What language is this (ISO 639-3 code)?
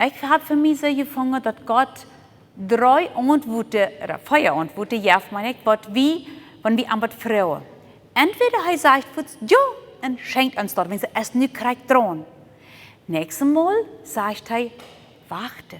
pdt